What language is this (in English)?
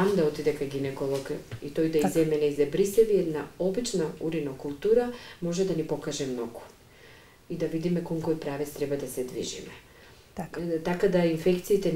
Macedonian